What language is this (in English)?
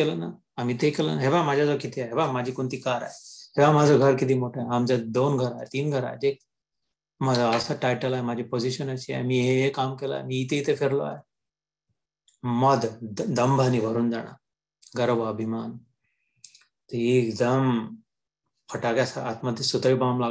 Marathi